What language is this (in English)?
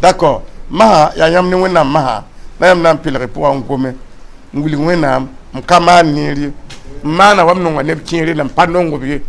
Mossi